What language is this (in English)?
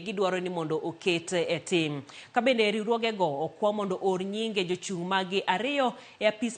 Luo (Kenya and Tanzania)